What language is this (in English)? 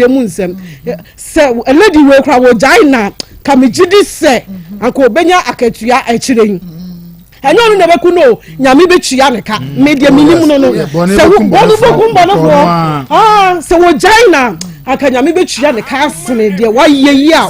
Akan